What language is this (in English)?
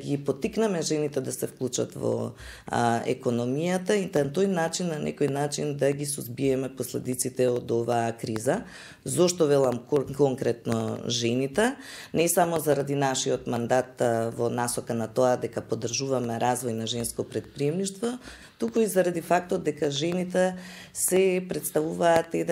Macedonian